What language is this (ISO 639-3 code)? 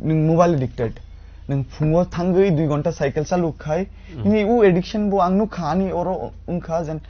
trp